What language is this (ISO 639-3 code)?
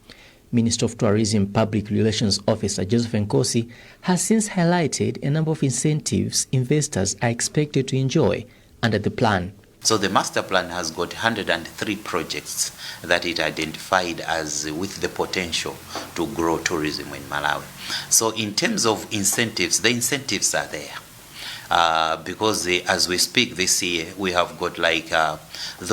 eng